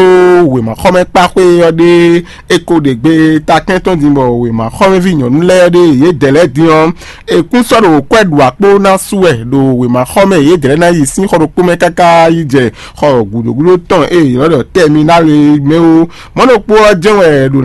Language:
Fon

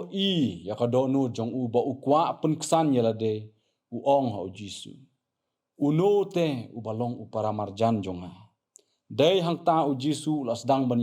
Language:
Khasi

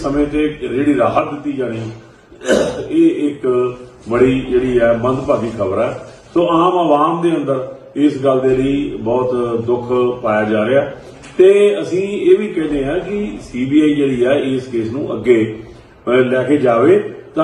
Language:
Punjabi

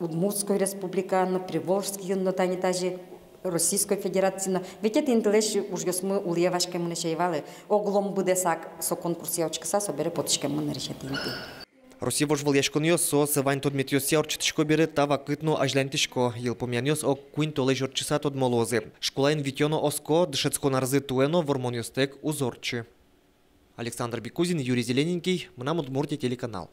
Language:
Udmurt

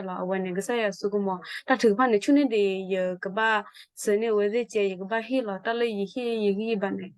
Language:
S'gaw Karen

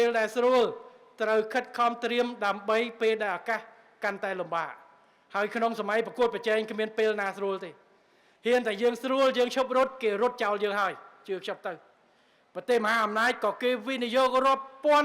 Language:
Khmer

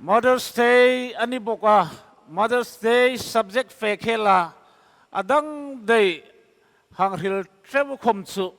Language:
Hmar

